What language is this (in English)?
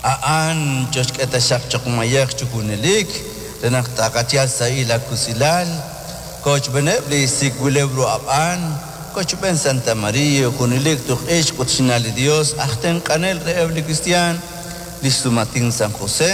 Kekchí